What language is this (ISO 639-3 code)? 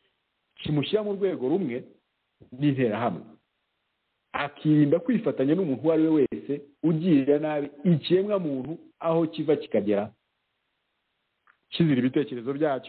kin